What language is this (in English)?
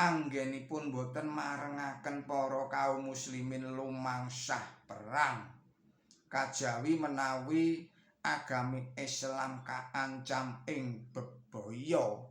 Javanese